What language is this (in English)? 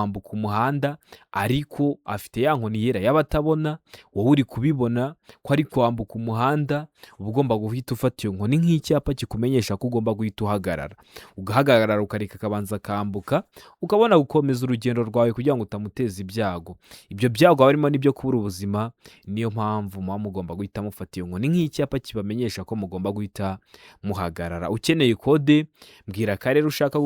Kinyarwanda